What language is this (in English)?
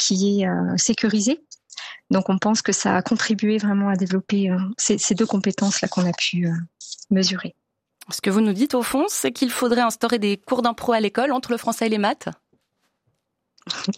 French